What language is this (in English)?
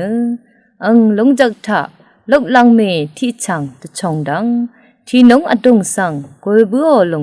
Rawang